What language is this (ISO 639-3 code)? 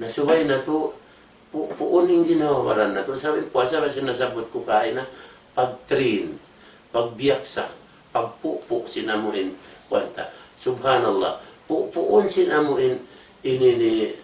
tsg